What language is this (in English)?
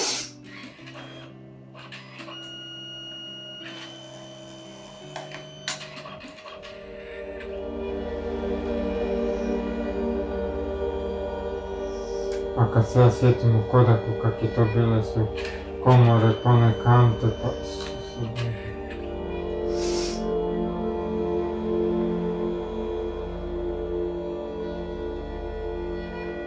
Croatian